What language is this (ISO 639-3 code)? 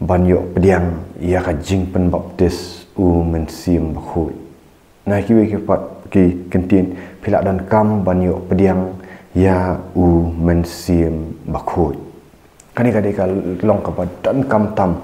kha